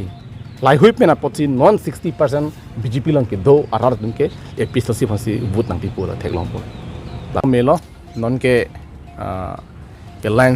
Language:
Karbi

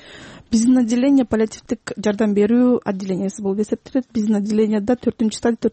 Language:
Kyrgyz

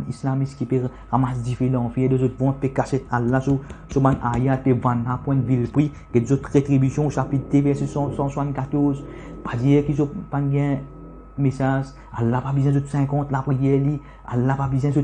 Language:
Morisyen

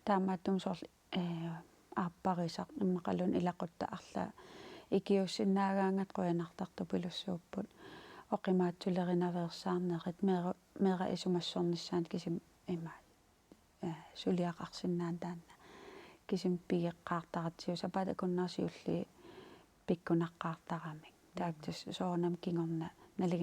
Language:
Kalaallisut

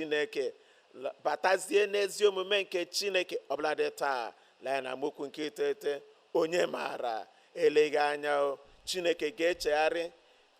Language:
Igbo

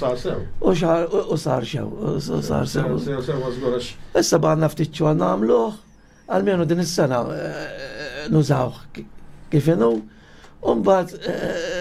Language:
Maltese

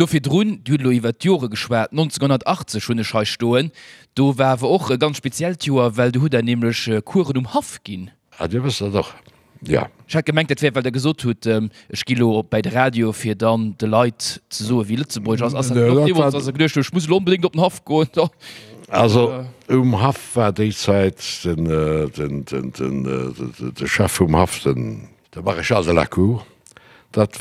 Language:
Luxembourgish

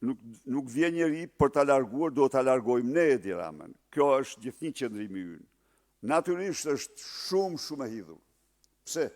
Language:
Albanian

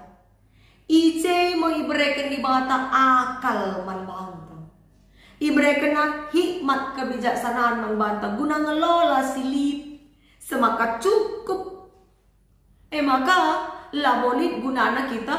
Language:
Batak Karo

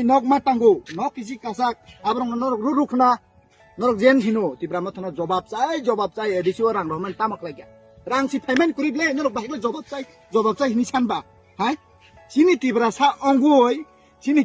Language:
Kok Borok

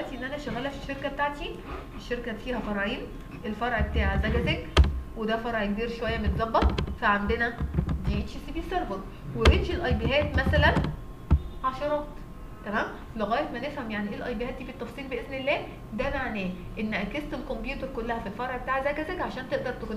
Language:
Egyptian Arabic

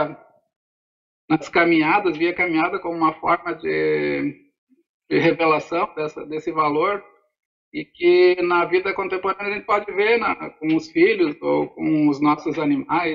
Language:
Portuguese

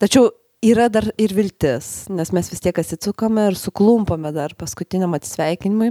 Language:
Lithuanian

